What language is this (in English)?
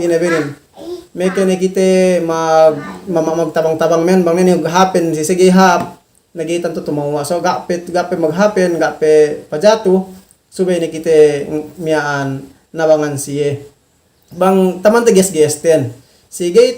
Yakan